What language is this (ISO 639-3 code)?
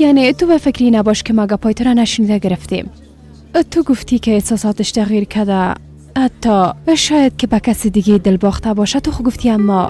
fas